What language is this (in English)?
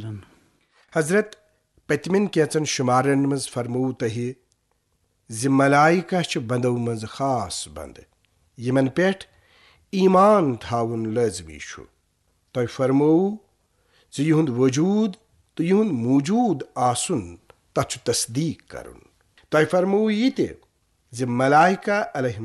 Kashmiri